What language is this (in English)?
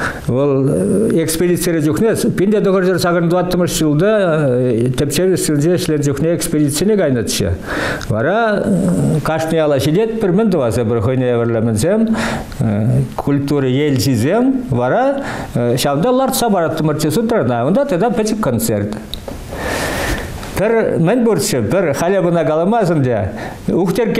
Chuvash